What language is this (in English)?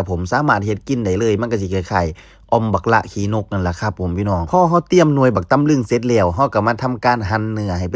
Northeastern Thai